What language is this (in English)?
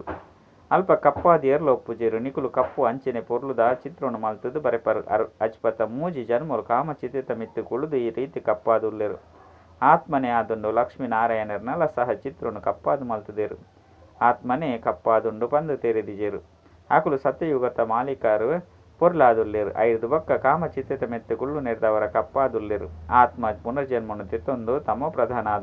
Tulu